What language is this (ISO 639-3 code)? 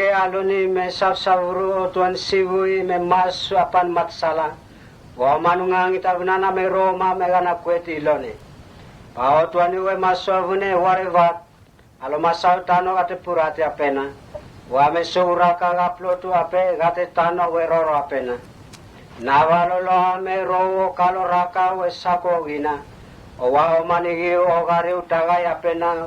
mtt